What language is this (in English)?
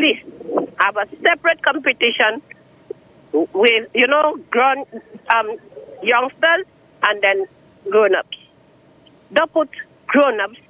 English